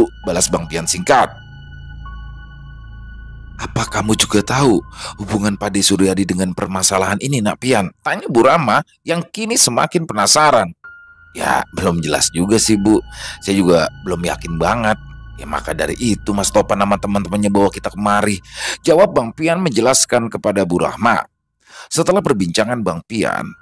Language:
Indonesian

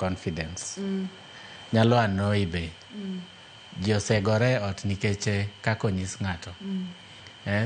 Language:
Luo (Kenya and Tanzania)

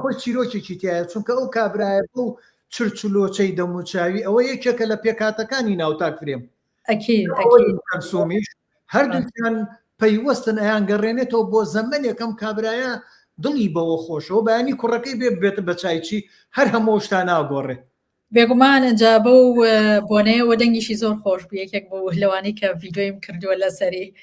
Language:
Central Kurdish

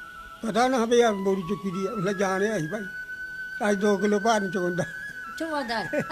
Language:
Dogri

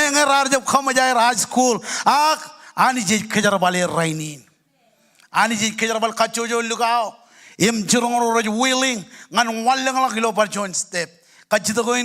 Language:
Marshallese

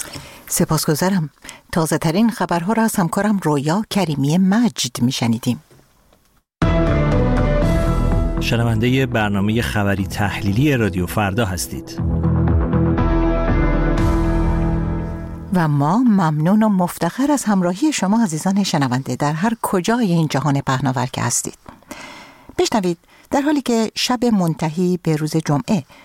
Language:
Persian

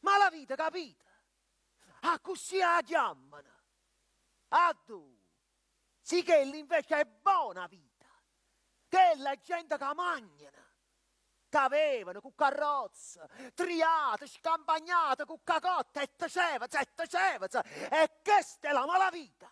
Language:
Neapolitan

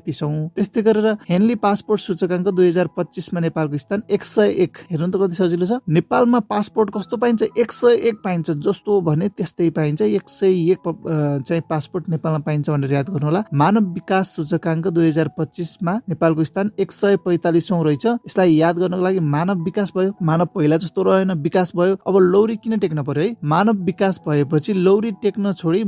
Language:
Nepali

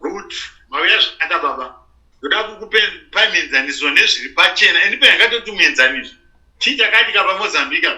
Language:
Shona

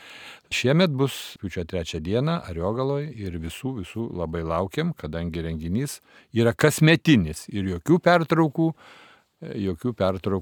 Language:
Lithuanian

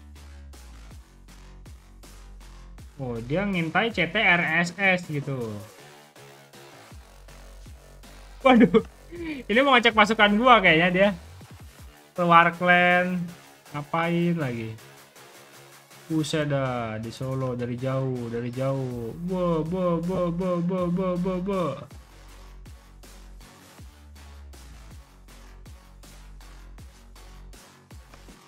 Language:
Indonesian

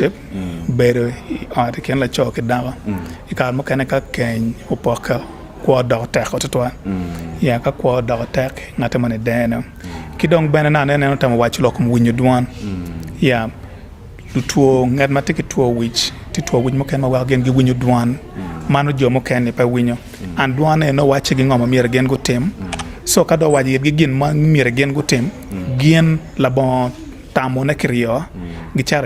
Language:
Acoli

